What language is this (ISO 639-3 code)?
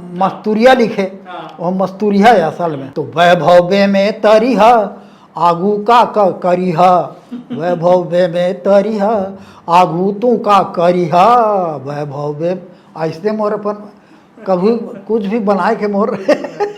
hne